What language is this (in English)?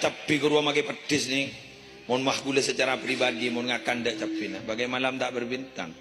Madurese